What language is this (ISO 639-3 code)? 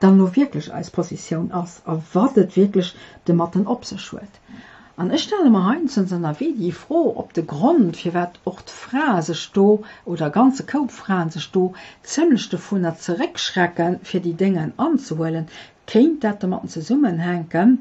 ltz